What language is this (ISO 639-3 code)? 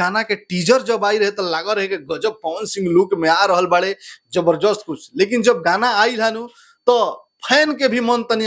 bho